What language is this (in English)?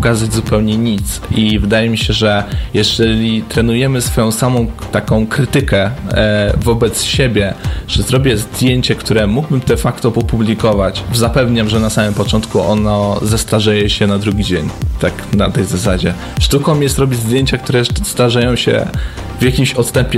Polish